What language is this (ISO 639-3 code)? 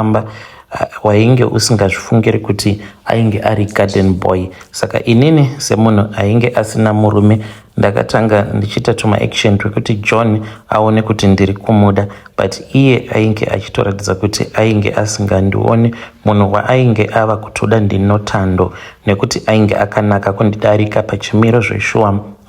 sna